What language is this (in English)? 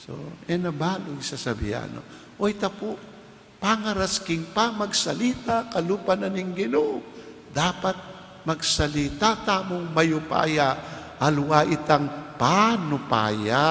Pampanga